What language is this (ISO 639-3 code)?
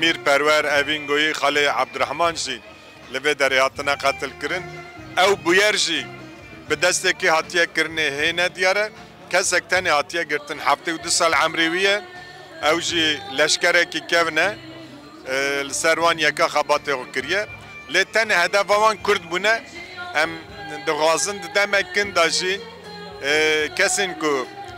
kur